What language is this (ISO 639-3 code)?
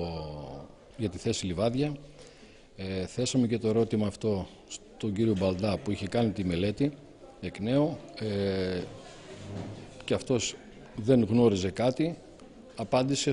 ell